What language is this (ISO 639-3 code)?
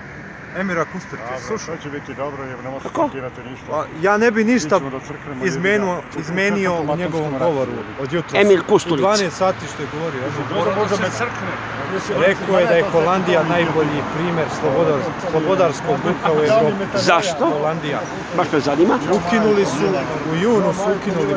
srp